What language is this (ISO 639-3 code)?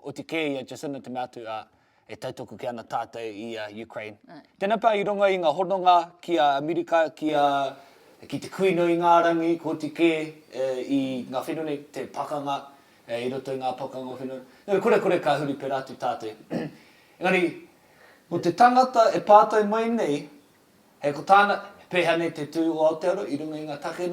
mri